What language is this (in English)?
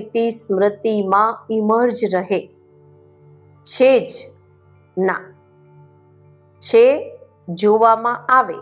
Gujarati